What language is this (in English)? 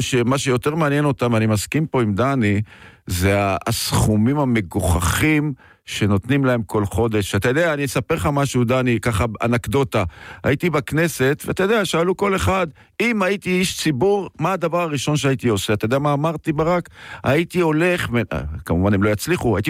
Hebrew